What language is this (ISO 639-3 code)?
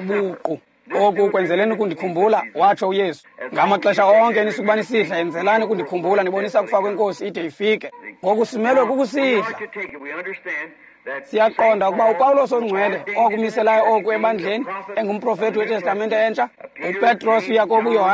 xho